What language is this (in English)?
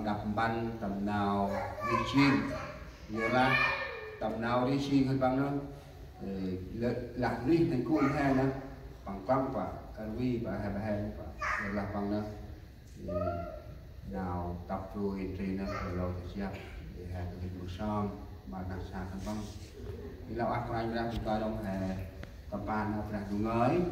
Central Mnong